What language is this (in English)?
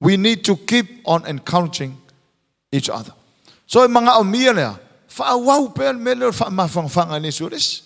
Samoan